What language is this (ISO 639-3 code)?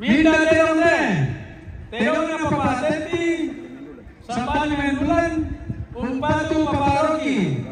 sda